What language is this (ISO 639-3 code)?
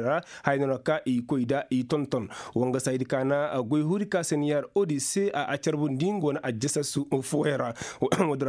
ses